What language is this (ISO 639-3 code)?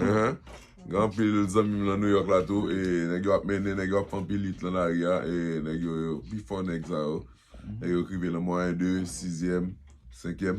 hat